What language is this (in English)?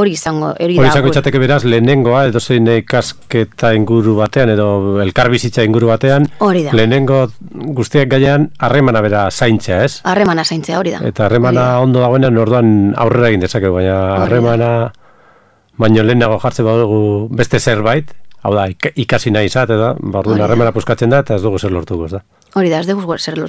Basque